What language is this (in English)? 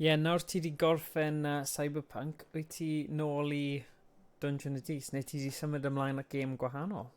Welsh